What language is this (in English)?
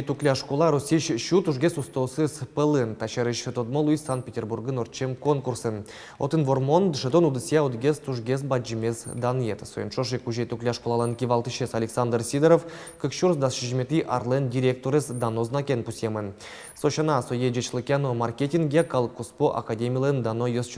Udmurt